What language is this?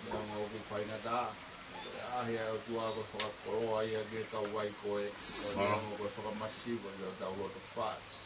Tongan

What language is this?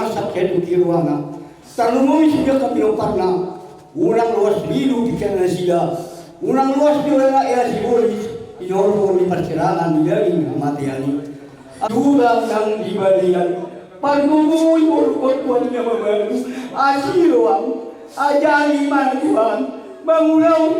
Batak Toba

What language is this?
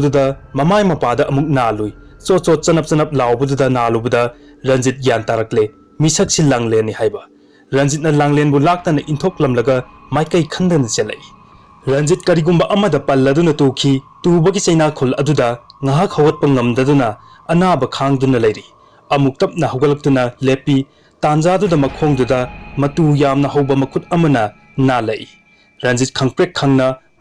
Manipuri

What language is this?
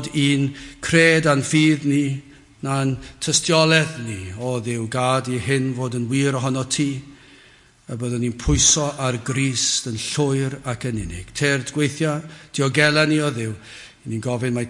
Welsh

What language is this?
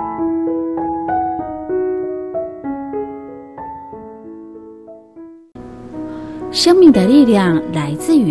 Chinese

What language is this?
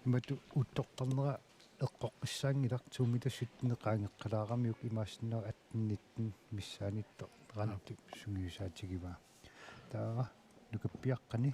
Kalaallisut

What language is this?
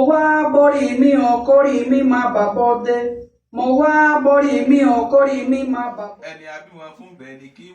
Yoruba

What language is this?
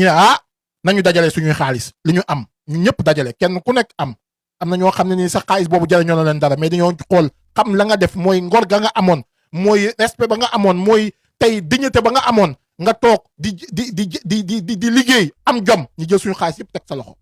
Wolof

